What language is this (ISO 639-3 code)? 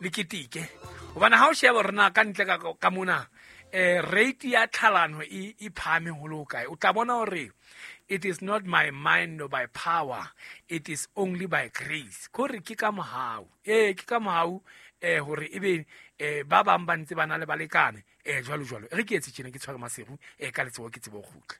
sot